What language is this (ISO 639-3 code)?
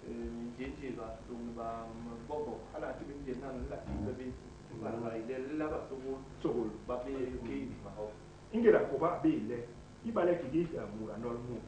bas